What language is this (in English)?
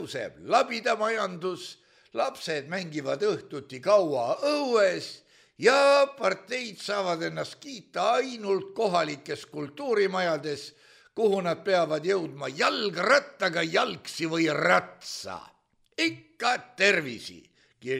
Estonian